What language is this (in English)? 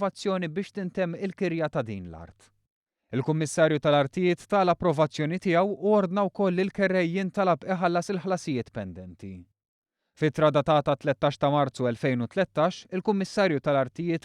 Maltese